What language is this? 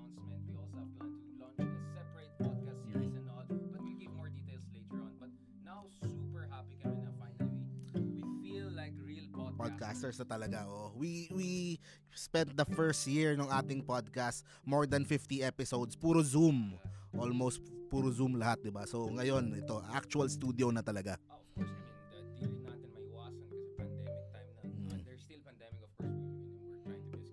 Filipino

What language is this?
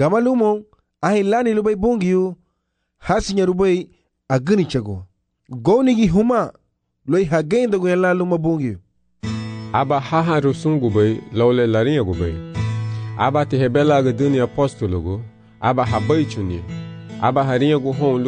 Garifuna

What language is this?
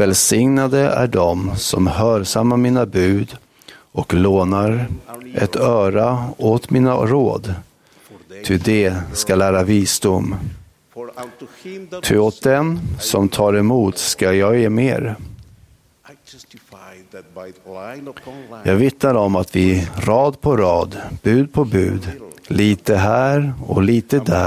Swedish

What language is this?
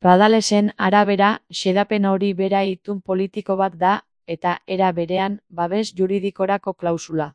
Basque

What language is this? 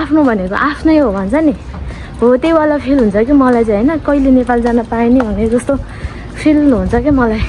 Nepali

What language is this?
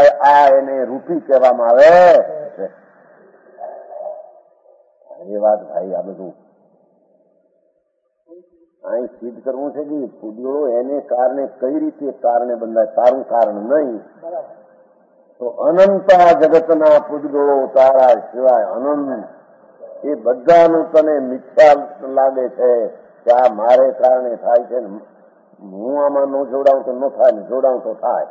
Gujarati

